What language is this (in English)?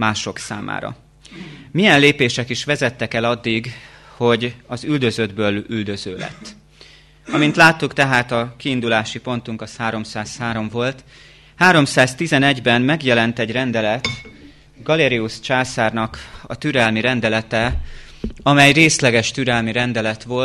Hungarian